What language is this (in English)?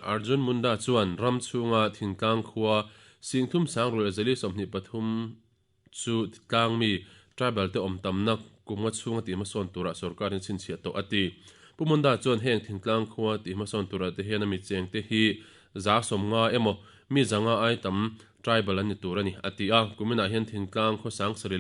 Mizo